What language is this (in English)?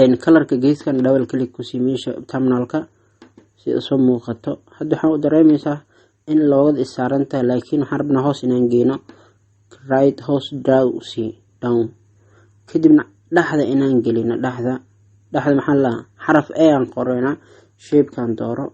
Somali